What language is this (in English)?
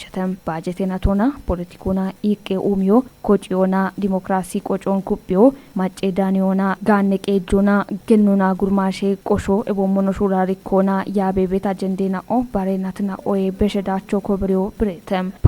Kafa